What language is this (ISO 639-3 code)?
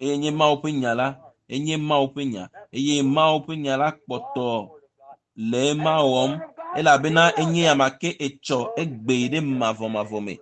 ewe